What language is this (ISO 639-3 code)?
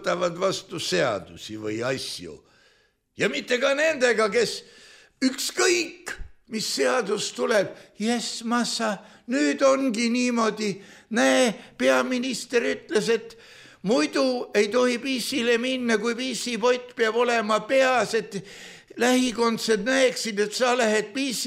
est